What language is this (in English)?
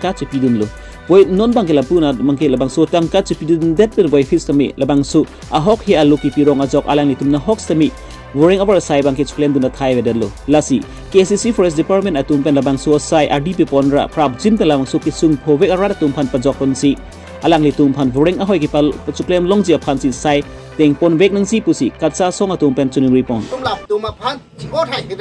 Karbi